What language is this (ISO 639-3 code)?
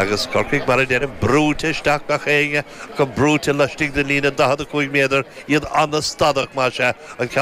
gle